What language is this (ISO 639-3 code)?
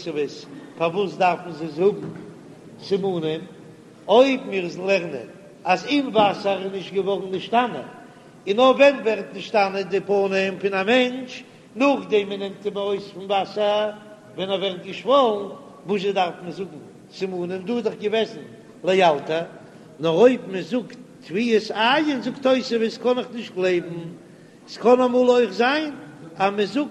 yid